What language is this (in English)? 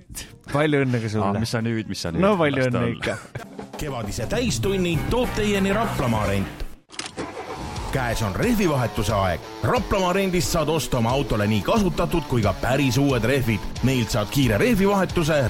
Estonian